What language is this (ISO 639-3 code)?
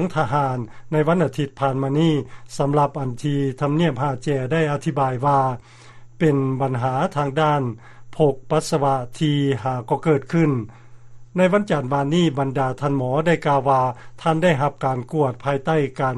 lao